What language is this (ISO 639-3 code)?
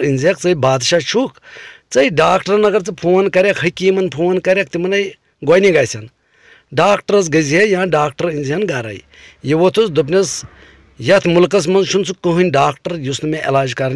kas